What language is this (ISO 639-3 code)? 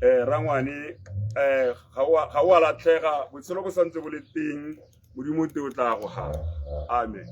tsn